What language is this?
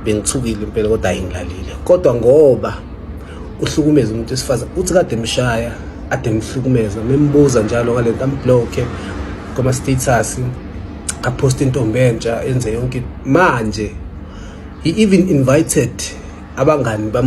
Zulu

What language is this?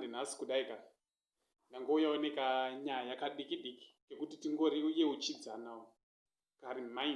Shona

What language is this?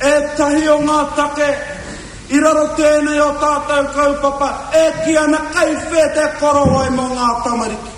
Māori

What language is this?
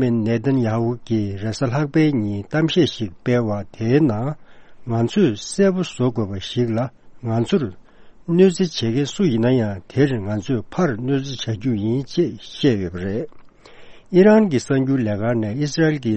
Tibetan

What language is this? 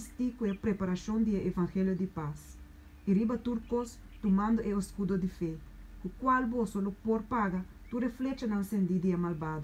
Papiamento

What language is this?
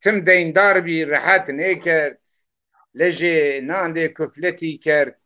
Zaza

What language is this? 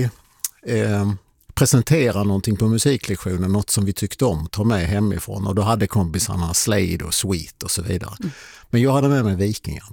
Swedish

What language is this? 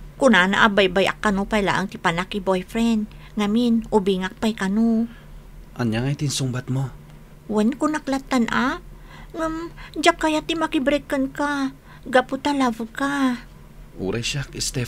Iloko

